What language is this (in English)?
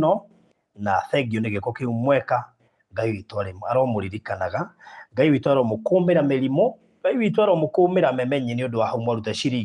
Kikuyu